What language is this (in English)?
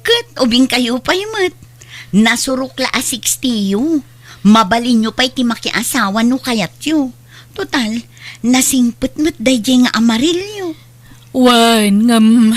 Iloko